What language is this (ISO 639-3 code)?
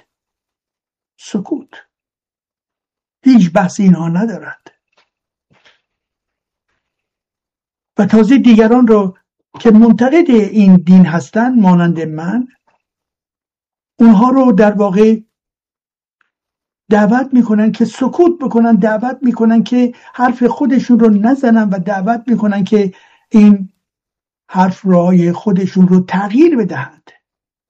fas